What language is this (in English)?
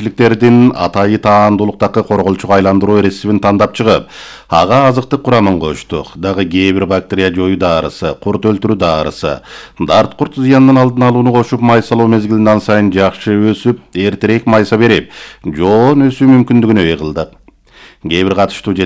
Kyrgyz